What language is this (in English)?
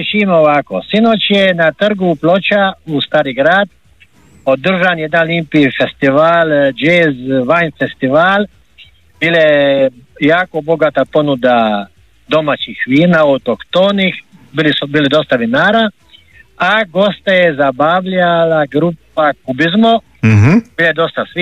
Croatian